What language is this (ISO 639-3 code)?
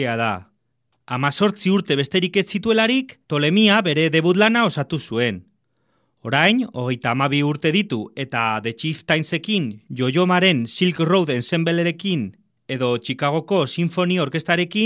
eus